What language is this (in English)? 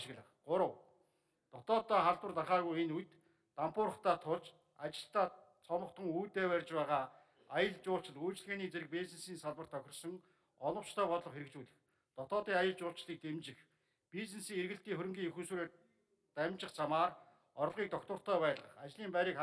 Mongolian